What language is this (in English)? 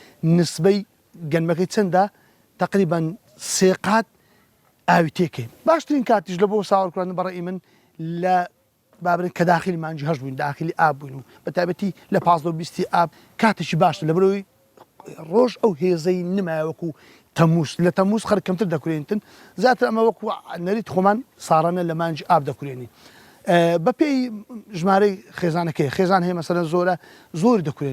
Central Kurdish